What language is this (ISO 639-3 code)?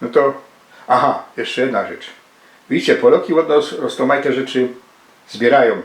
szl